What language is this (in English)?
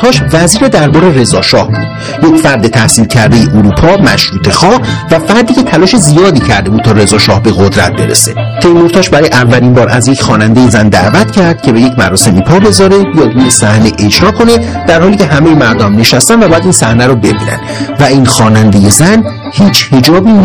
Persian